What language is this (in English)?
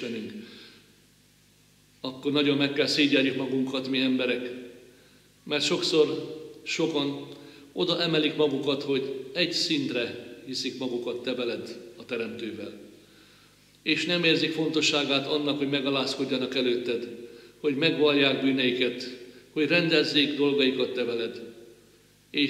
Hungarian